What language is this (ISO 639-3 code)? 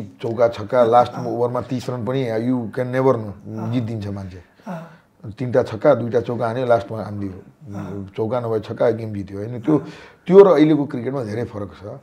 nep